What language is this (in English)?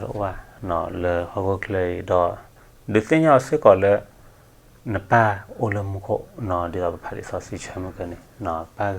S'gaw Karen